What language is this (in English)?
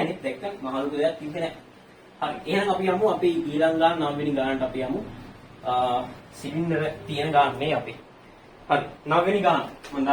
Sinhala